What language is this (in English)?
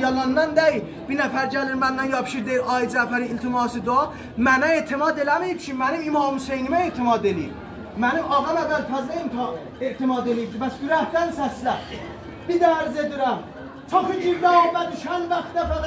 South Azerbaijani